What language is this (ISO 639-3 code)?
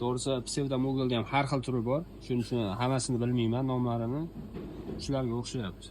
uzb